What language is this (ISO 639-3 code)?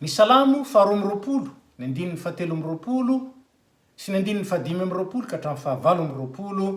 mlg